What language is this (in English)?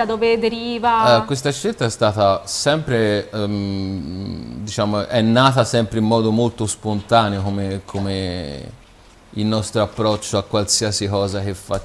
Italian